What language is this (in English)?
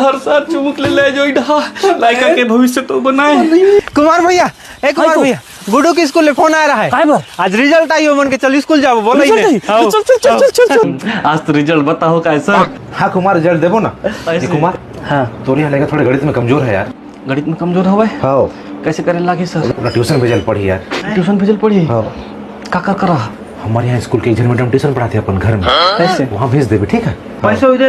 Chhattisgarhi